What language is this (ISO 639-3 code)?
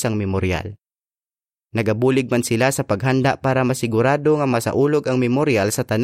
hil